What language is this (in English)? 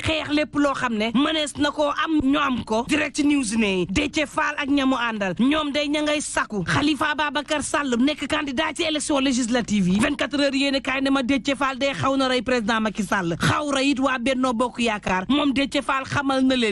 Wolof